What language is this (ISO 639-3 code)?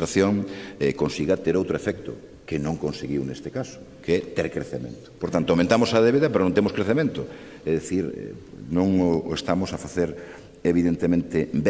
glg